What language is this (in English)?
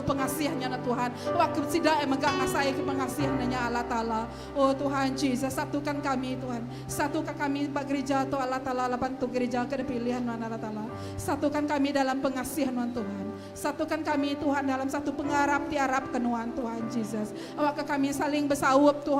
Iban